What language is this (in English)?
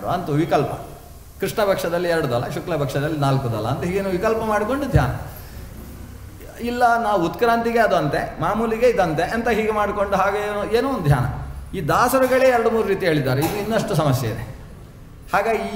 Kannada